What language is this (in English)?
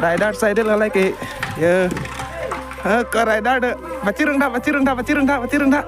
Karbi